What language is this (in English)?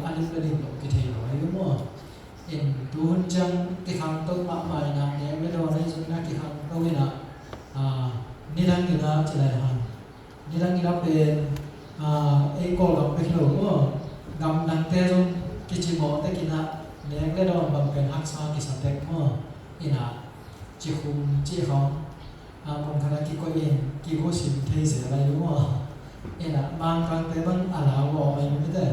Tedim Chin